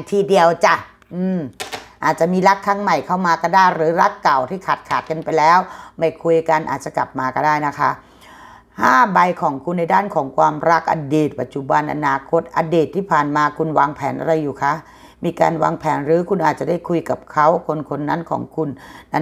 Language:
Thai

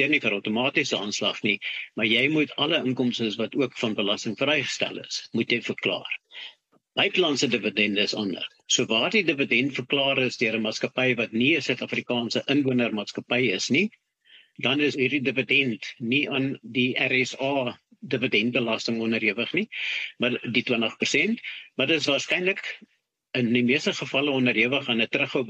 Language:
Afrikaans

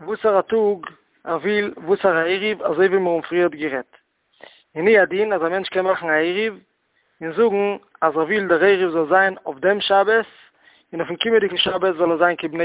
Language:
Yiddish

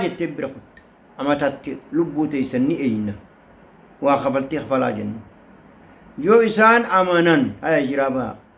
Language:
Oromo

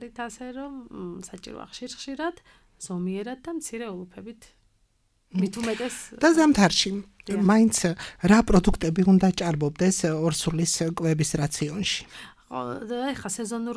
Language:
Georgian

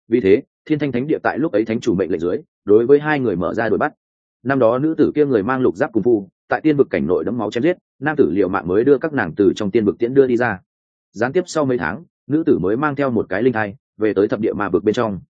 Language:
Vietnamese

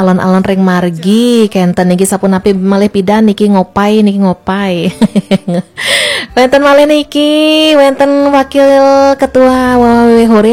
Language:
Balinese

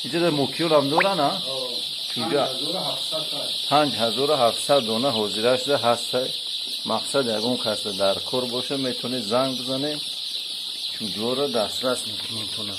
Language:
Tajik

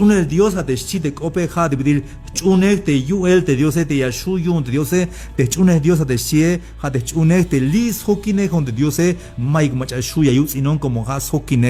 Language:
Tzeltal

